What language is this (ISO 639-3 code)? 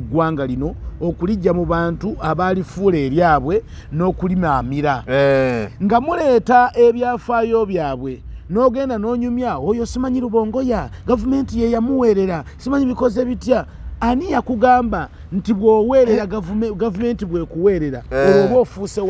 lug